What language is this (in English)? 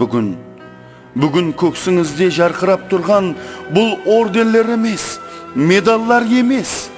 Kara-Kalpak